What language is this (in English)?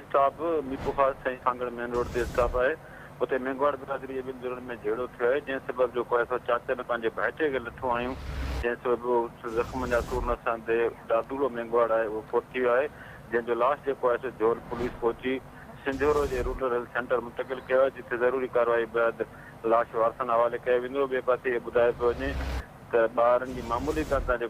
Sindhi